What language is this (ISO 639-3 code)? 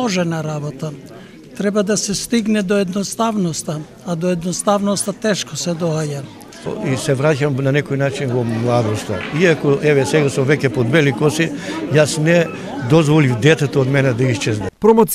mkd